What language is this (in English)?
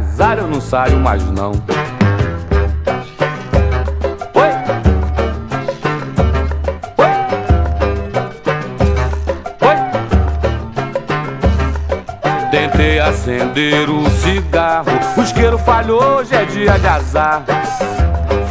Portuguese